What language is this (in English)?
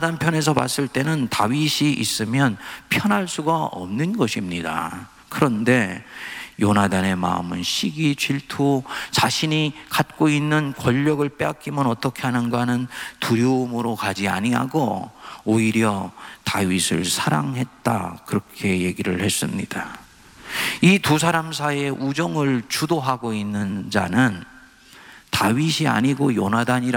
Korean